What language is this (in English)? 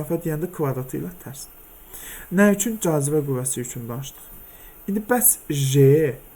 Azerbaijani